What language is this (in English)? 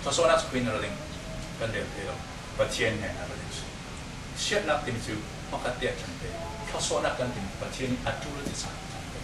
Falam Chin